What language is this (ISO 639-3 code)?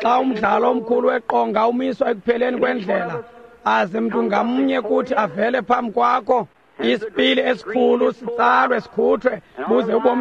xho